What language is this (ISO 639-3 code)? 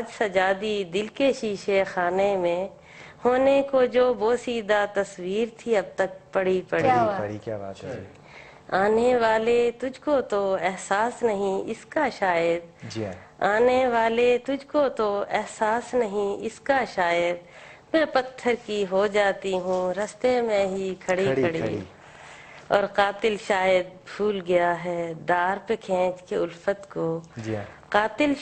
urd